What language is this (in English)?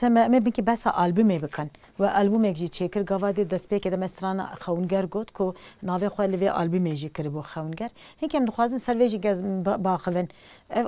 Kurdish